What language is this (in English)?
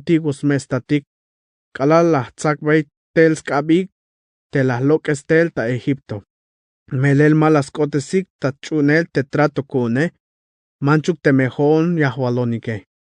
Tzeltal